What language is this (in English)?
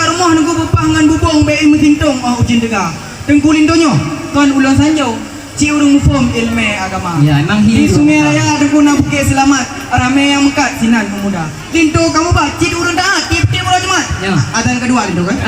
Achinese